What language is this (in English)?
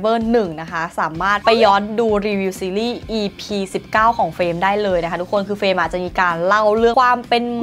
Thai